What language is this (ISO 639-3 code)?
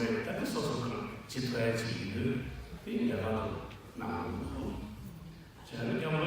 bod